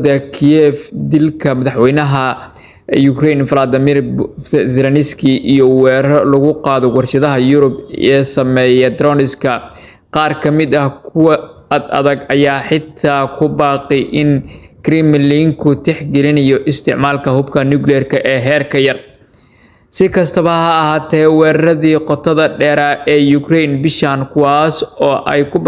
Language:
Somali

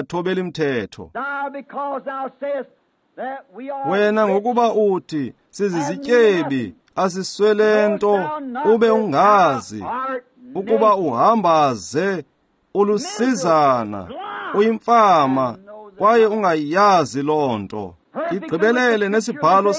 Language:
Xhosa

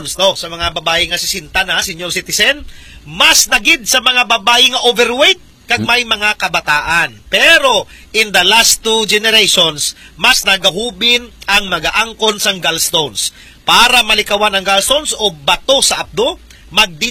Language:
Hiligaynon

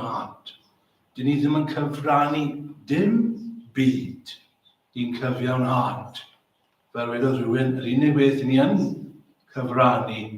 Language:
Welsh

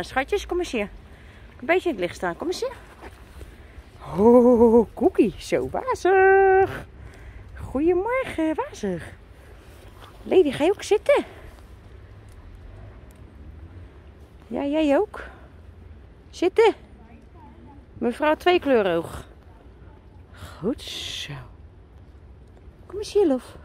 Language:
Dutch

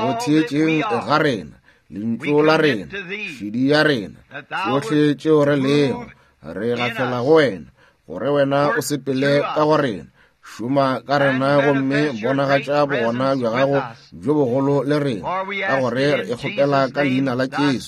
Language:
Northern Sotho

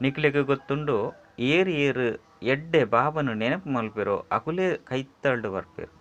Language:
Tulu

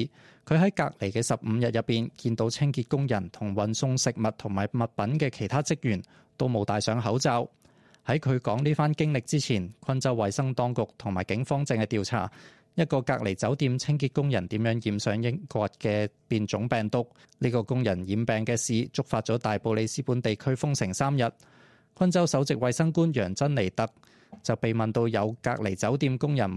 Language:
Cantonese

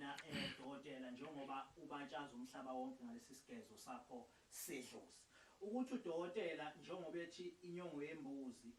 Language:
Zulu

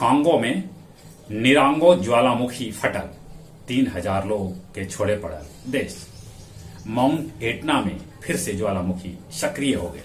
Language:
Magahi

